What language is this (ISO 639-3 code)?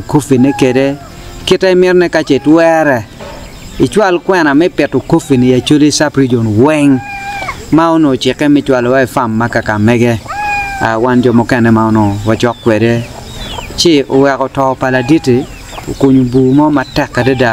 ach